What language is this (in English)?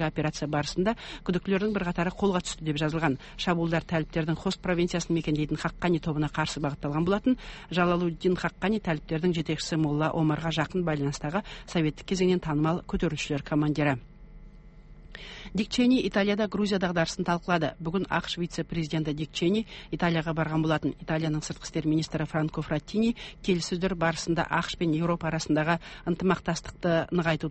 Kazakh